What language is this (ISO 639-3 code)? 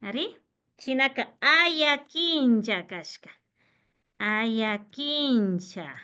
qvi